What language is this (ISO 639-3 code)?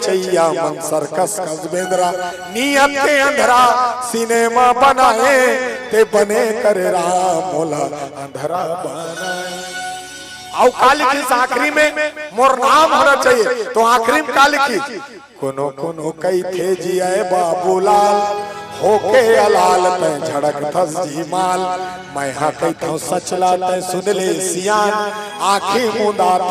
hne